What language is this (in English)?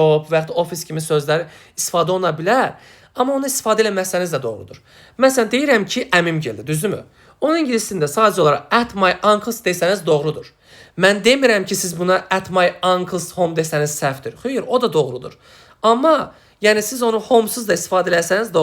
Azerbaijani